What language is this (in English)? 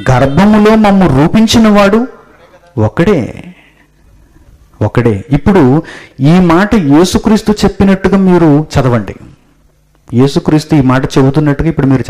Telugu